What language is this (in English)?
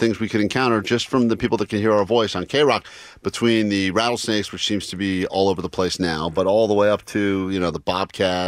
English